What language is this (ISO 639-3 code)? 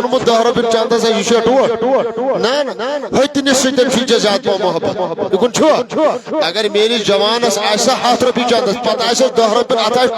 kas